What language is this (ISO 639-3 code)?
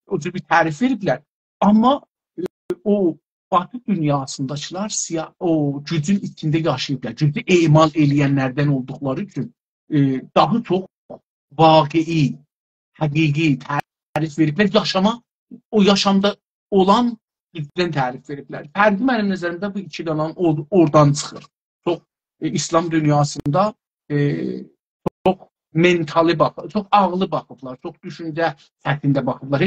azb